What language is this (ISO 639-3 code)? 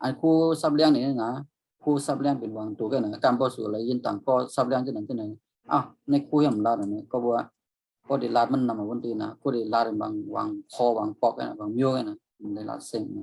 shn